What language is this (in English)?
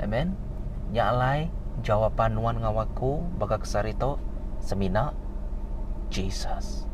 Iban